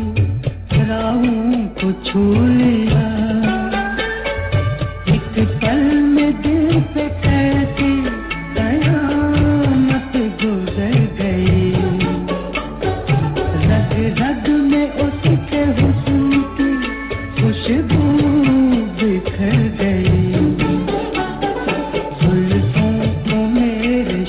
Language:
Hindi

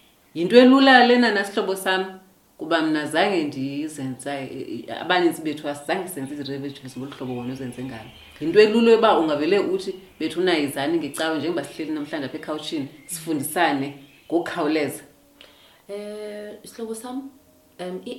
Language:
Xhosa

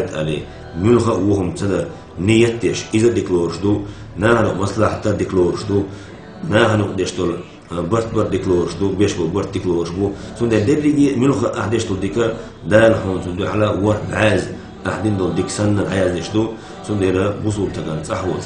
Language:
Chechen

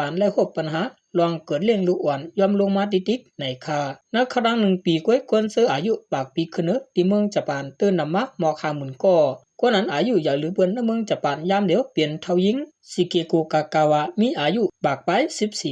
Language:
Shan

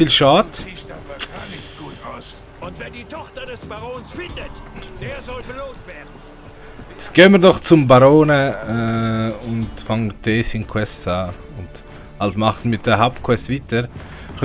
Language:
Swiss German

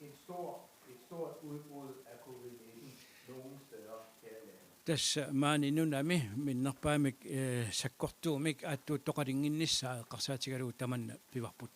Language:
Kalaallisut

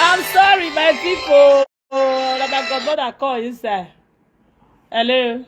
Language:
Nigerian Pidgin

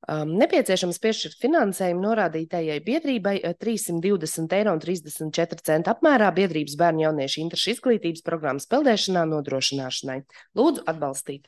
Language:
Latvian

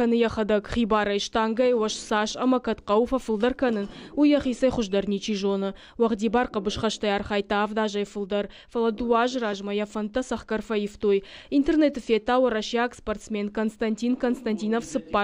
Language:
Ossetic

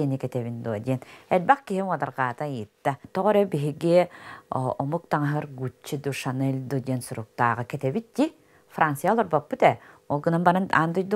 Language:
Yakut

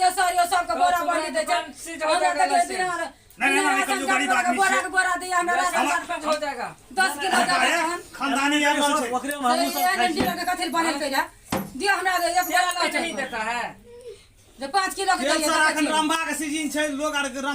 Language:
Maithili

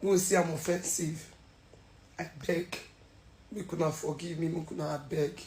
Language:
Nigerian Pidgin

